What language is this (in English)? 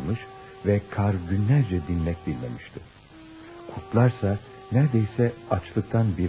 Turkish